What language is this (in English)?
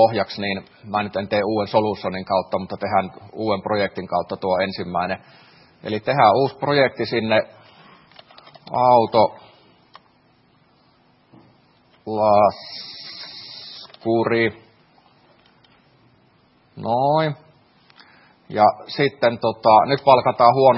Finnish